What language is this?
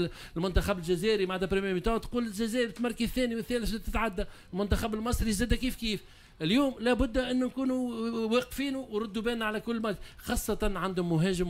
Tunisian Arabic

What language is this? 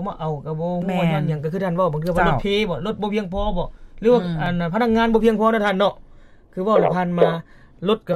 Lao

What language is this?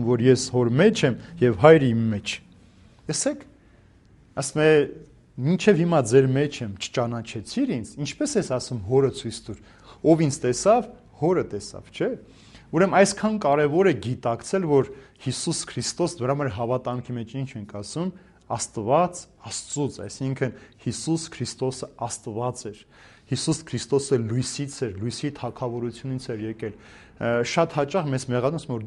Armenian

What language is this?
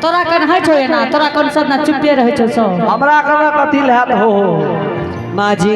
Angika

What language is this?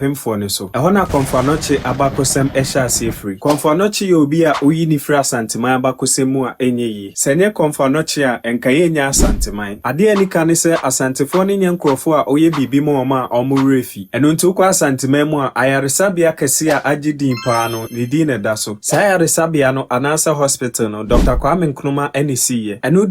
Akan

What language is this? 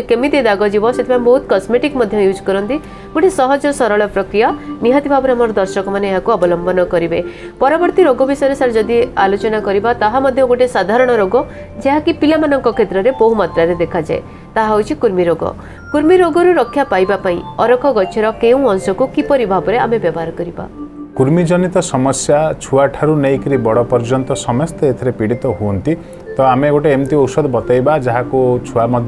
Odia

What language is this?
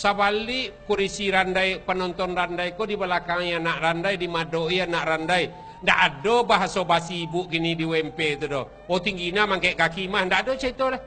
Minangkabau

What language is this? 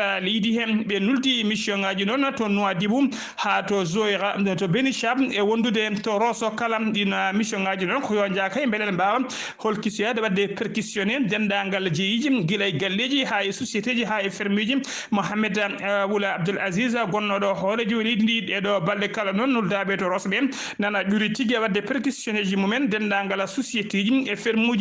Fula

